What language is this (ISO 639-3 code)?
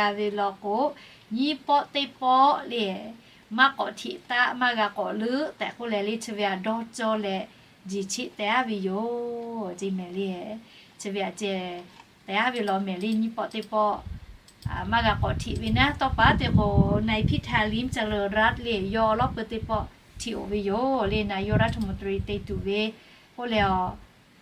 lhu